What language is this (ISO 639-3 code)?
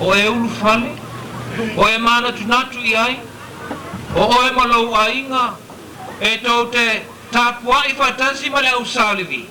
smo